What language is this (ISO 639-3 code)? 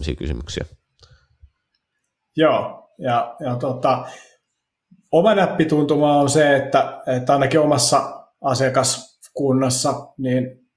fin